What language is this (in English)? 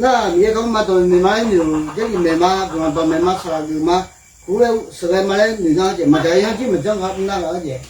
Akha